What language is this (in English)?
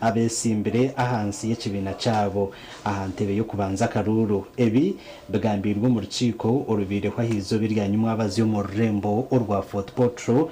Nyankole